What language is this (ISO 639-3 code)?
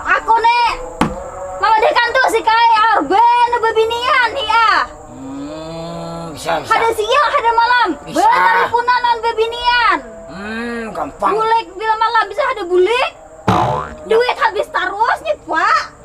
bjn